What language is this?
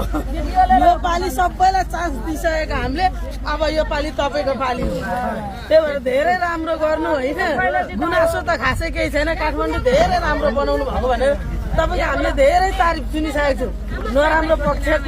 Nepali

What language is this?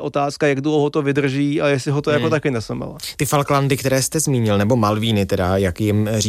Czech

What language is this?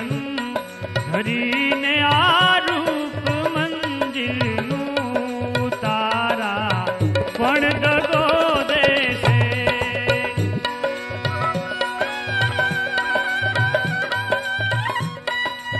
Gujarati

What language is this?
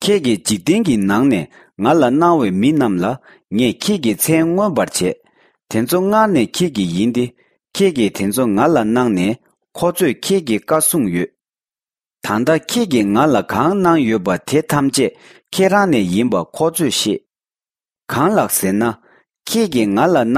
Tibetan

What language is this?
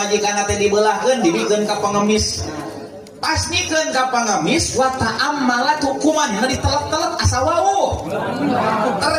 Sundanese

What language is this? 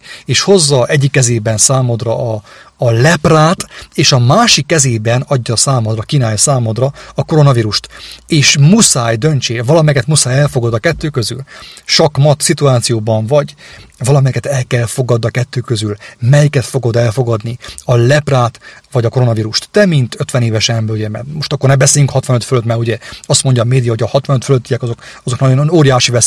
Hungarian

